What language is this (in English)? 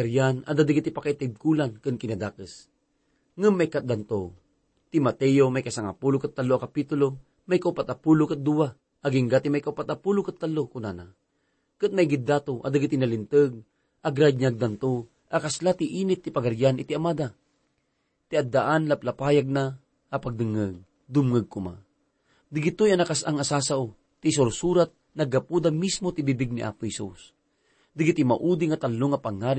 Iloko